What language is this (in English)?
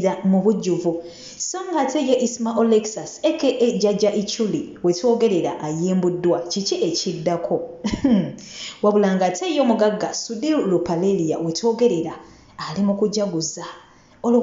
Ganda